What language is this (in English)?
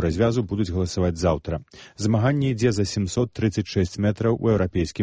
Belarusian